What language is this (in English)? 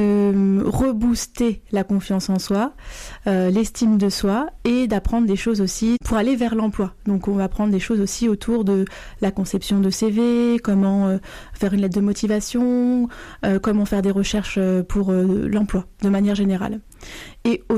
French